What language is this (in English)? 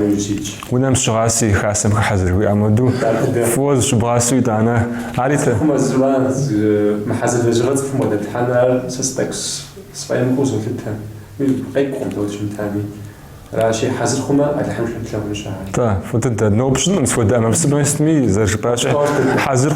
Kabardian